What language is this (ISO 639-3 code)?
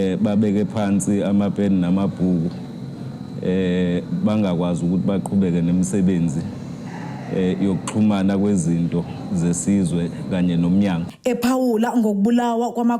zul